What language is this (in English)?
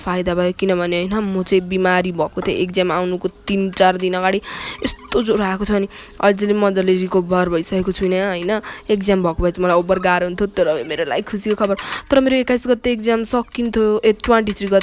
Nepali